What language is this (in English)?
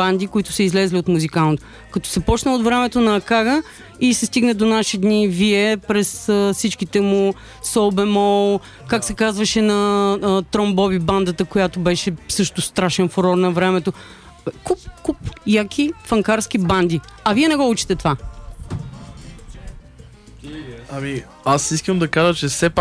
Bulgarian